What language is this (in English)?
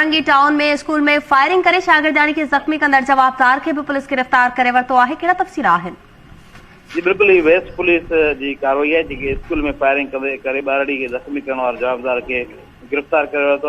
Sindhi